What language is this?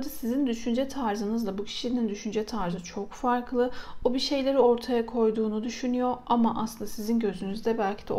Turkish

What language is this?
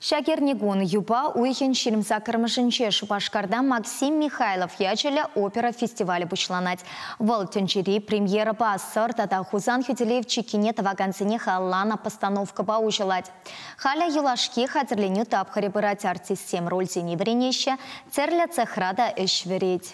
Chuvash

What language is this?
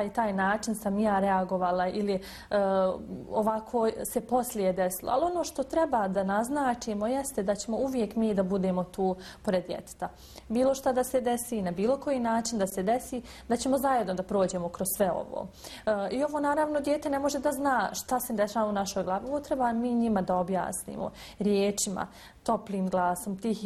Bosnian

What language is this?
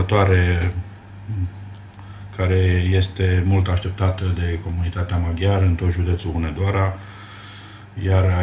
Romanian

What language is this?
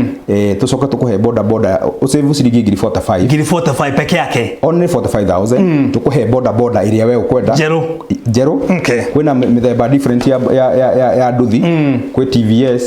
Kikuyu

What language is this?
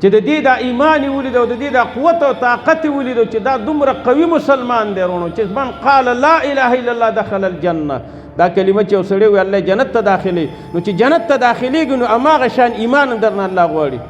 Pashto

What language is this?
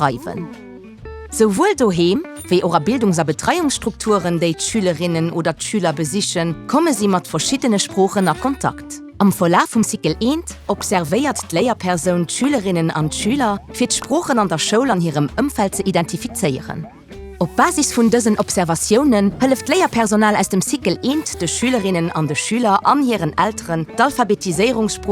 Luxembourgish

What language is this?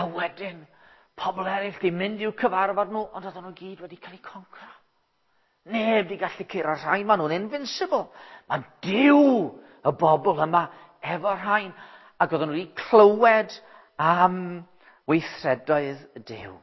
Welsh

